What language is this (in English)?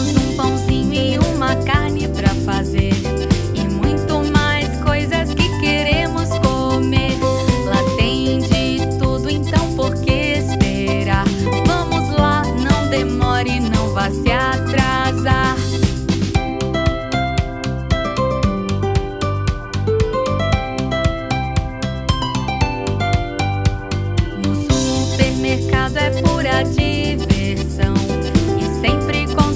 Portuguese